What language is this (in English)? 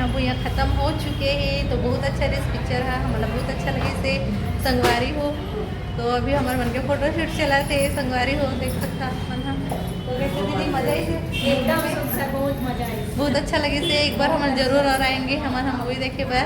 Chhattisgarhi